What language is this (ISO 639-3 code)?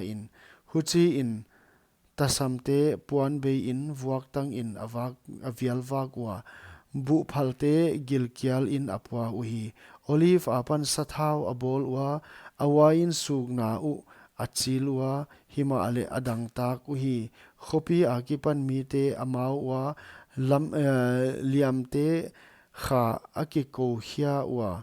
pck